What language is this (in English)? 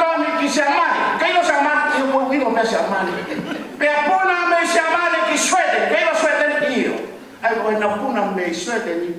Tongan